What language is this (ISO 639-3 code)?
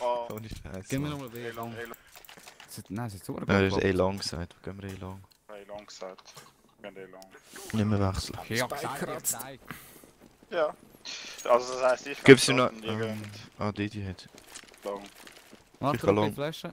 gsw